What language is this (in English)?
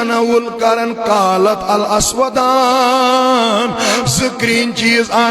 Kashmiri